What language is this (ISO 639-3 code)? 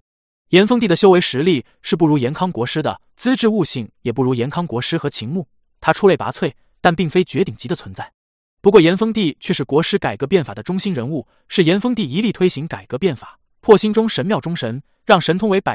zho